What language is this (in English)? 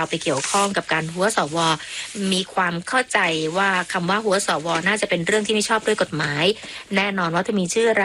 Thai